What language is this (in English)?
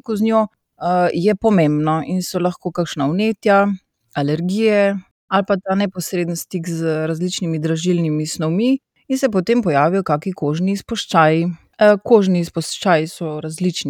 Slovenian